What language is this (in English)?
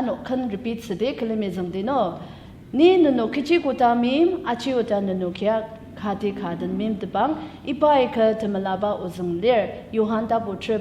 Ao Naga